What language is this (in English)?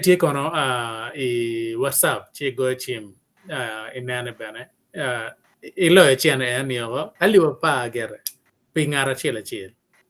Acoli